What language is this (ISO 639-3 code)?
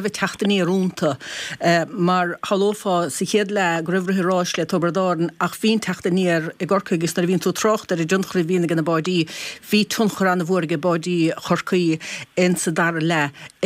gle